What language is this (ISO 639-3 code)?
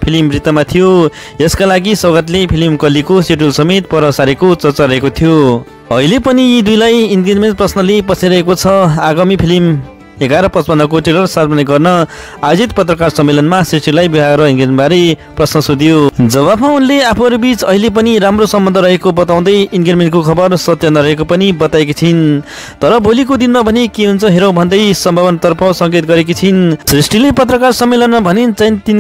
nep